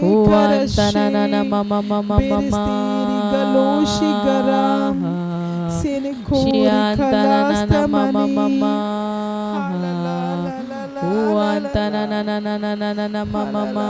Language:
Tem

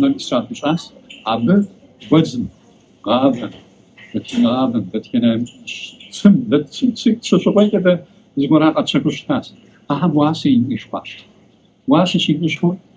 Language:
Kabardian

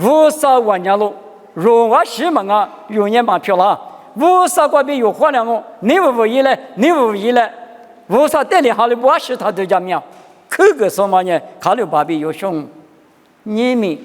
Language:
Lisu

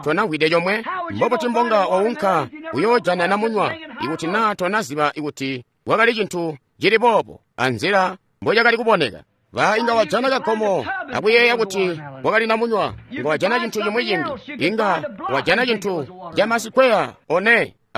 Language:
Tonga (Zambia)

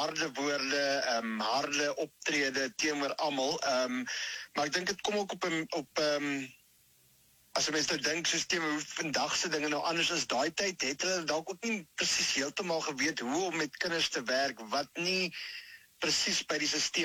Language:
Afrikaans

